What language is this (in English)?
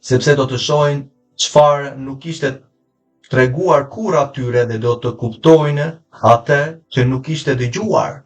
Albanian